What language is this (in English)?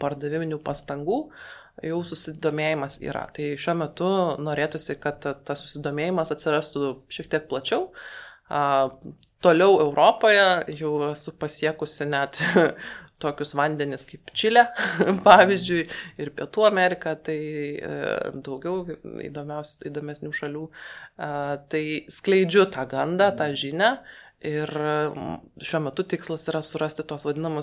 Lithuanian